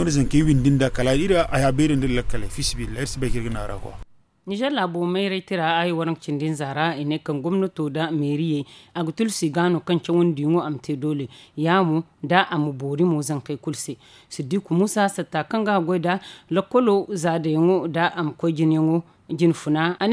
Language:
Zarma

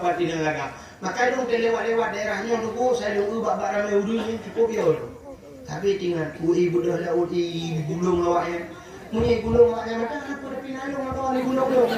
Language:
Achinese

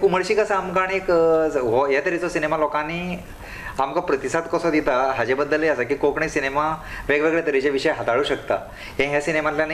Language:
Konkani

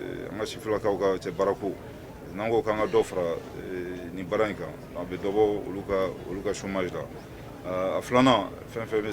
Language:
Bambara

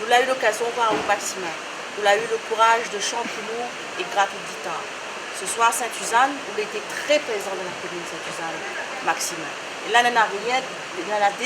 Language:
Réunion Creole French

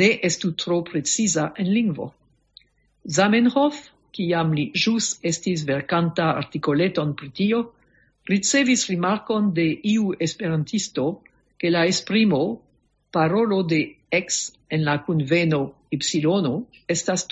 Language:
Esperanto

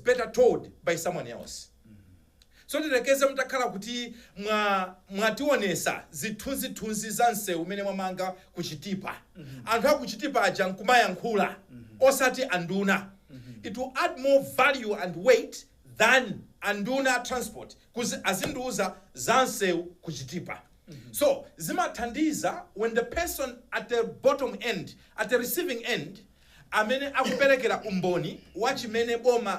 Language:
Nyanja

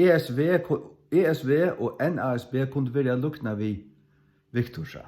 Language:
Faroese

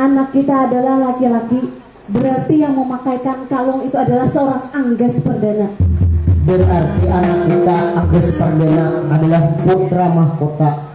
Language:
Banjar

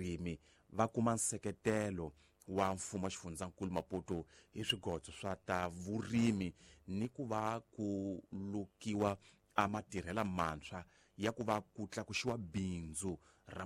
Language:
Tsonga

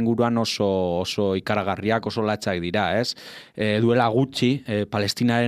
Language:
Basque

